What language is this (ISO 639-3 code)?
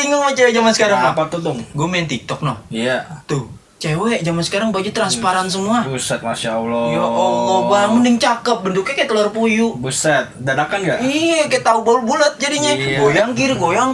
bew